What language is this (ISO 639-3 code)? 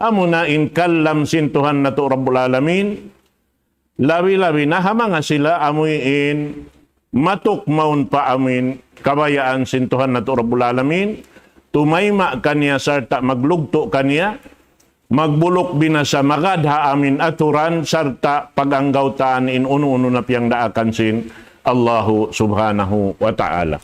tsg